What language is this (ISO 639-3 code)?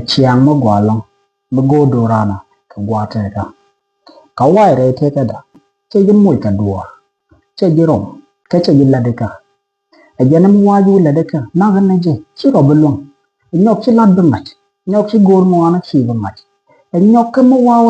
nus